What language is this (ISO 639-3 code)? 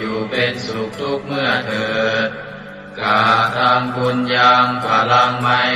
pli